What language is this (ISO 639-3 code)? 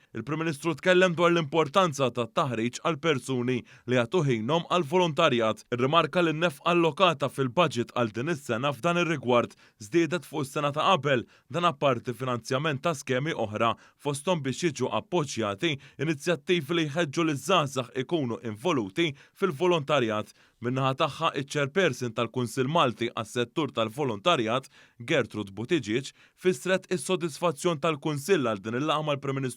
mlt